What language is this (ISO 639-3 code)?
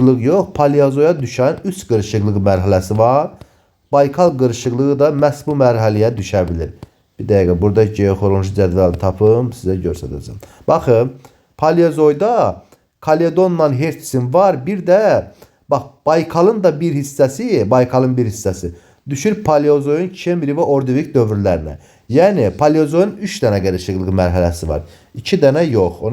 aze